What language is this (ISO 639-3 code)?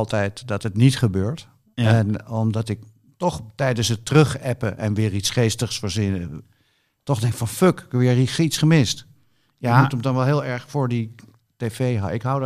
nld